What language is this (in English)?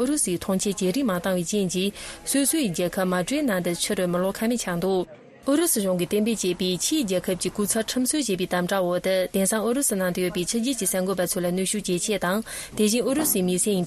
Tibetan